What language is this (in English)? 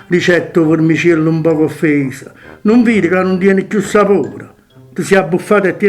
Neapolitan